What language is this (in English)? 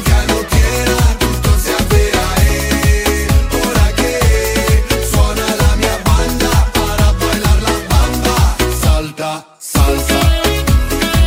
Italian